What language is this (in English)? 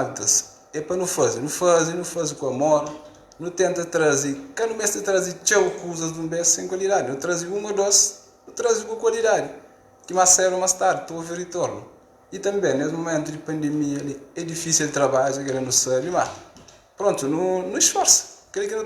Kabuverdianu